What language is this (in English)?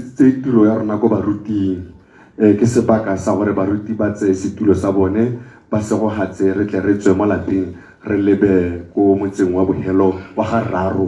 Tswana